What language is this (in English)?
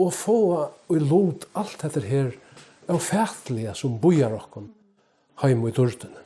Faroese